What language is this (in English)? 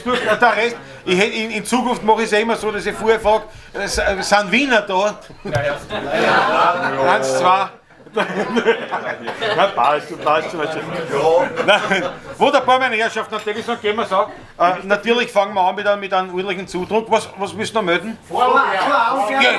Bavarian